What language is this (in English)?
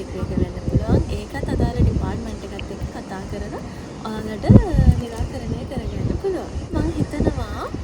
Sinhala